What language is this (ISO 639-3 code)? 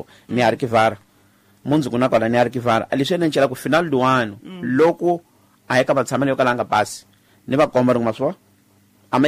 tso